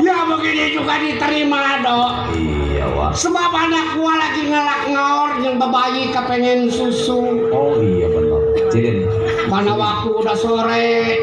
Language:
Betawi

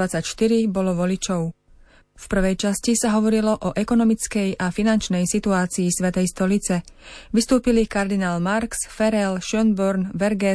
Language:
Slovak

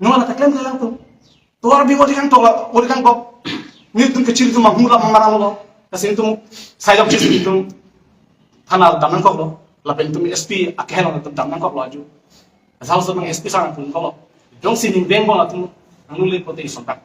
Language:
Karbi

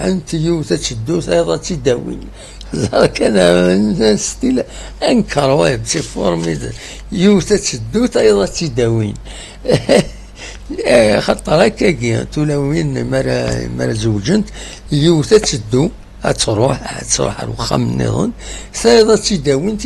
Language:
Kabyle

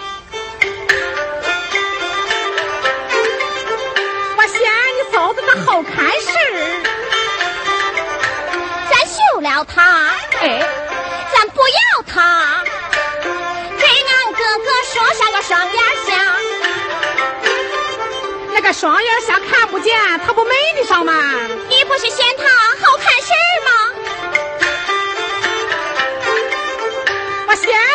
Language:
Chinese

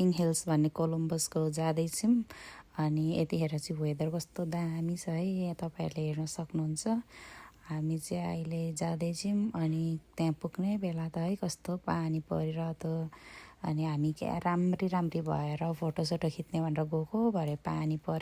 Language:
Nepali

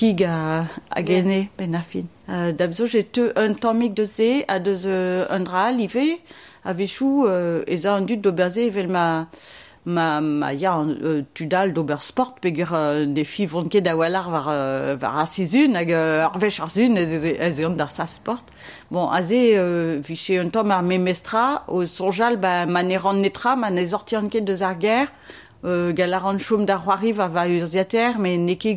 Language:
Breton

